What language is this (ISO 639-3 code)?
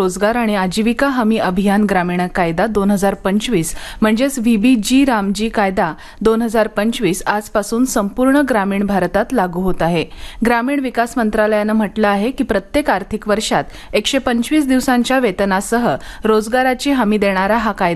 mar